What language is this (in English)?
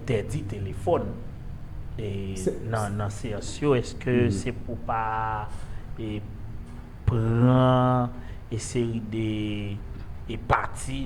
Haitian Creole